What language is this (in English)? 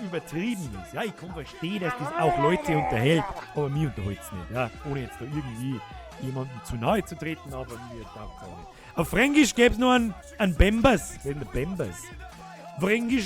Bavarian